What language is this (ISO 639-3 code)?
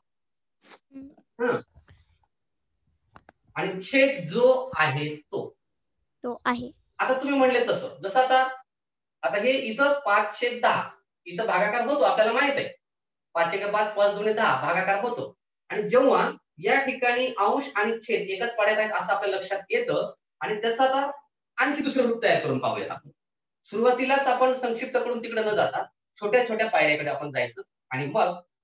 mar